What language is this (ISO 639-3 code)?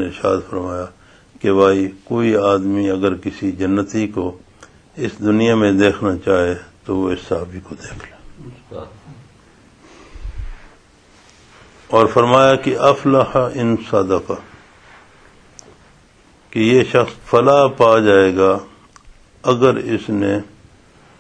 urd